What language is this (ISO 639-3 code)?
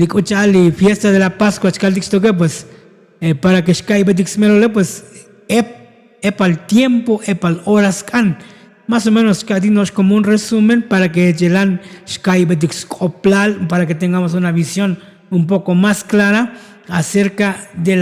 tzo